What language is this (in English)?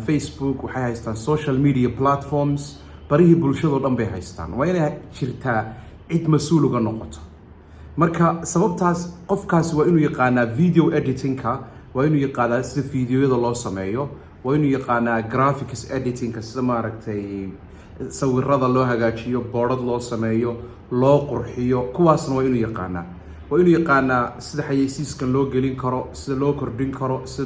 Somali